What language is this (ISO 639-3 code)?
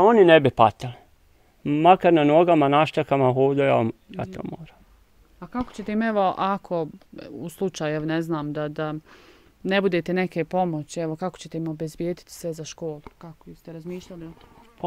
bos